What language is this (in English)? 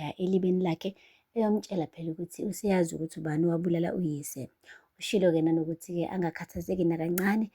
Zulu